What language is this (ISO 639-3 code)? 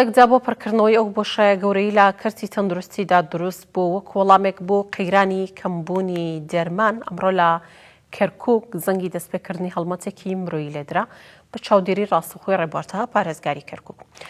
ckb